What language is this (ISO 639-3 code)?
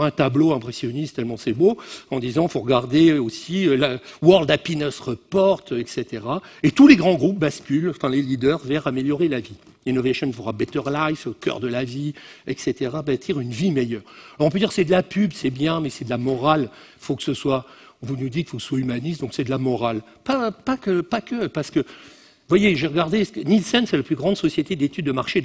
fra